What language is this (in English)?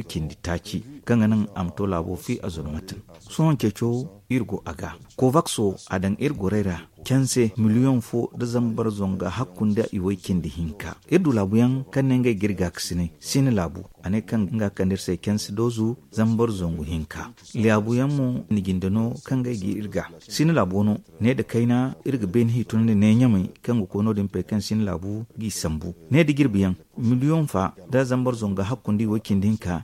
Zarma